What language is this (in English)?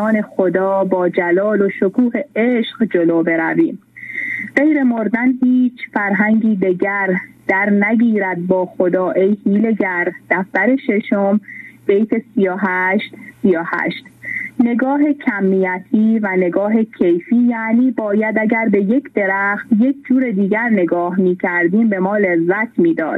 Persian